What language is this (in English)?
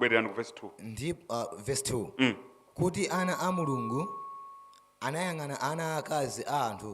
Nyanja